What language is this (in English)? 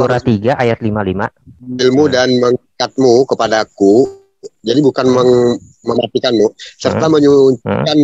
Indonesian